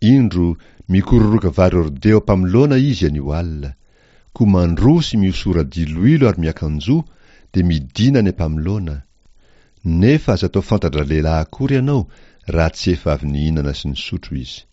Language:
Malagasy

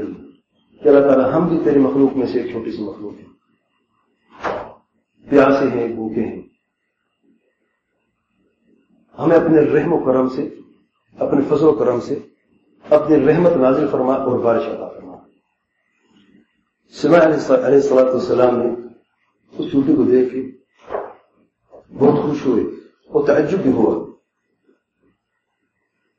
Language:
Urdu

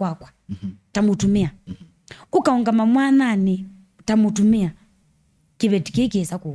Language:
Kamba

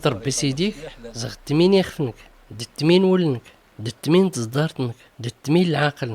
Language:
Tachelhit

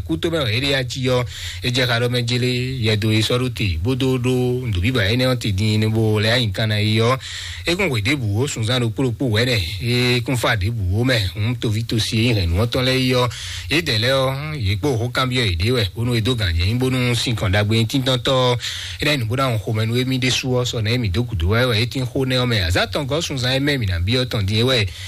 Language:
Fon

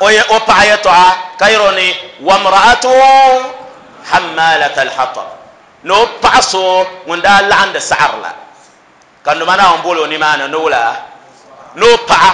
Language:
Dagbani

